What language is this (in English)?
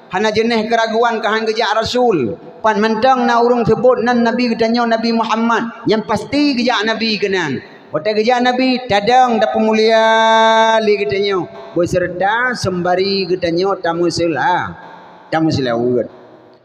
Achinese